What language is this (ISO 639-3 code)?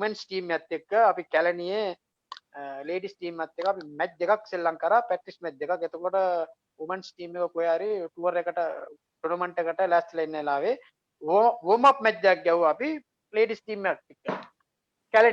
sin